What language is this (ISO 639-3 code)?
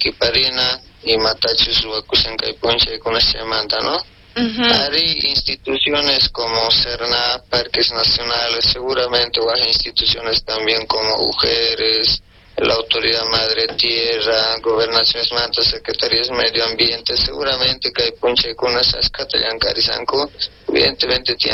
quh